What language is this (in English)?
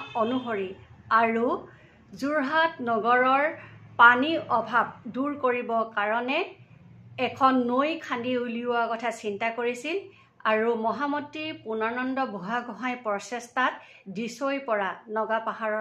Assamese